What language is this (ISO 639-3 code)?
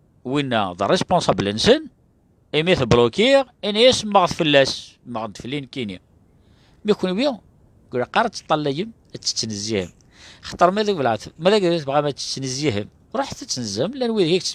kab